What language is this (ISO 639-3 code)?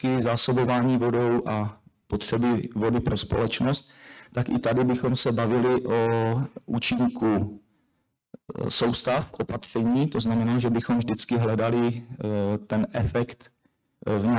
ces